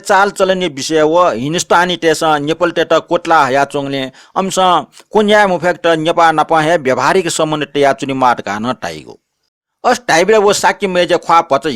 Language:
Newari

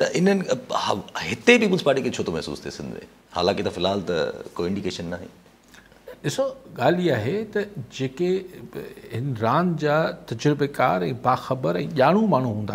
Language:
Sindhi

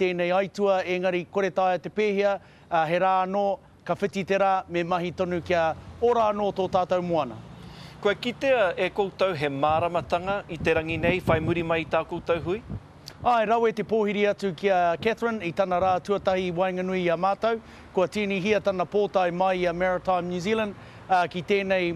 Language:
Māori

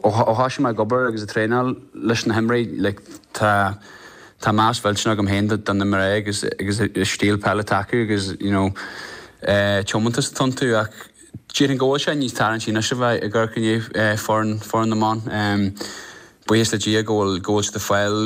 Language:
Irish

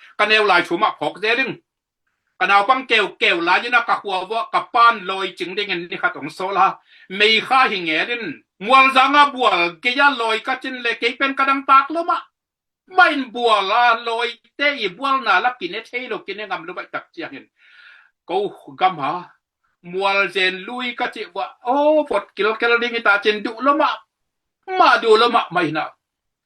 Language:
Tedim Chin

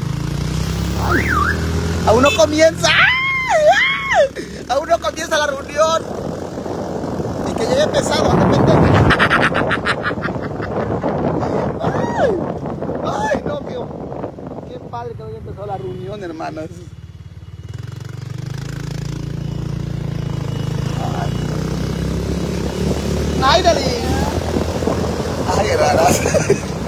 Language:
Spanish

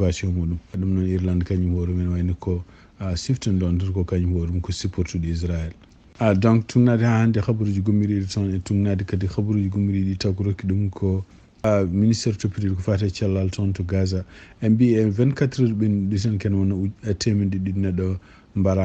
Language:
Fula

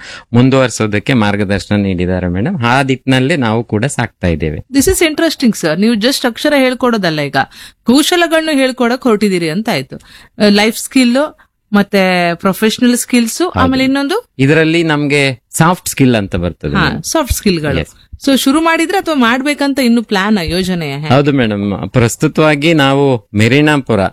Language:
Kannada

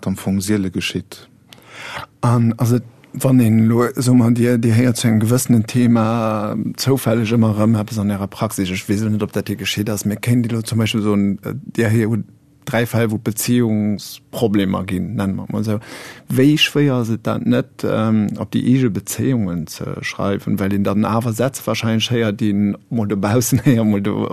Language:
Luxembourgish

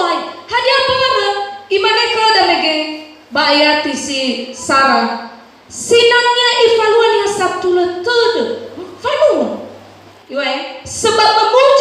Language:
Nias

